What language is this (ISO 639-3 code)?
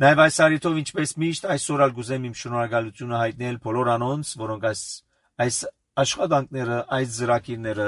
hye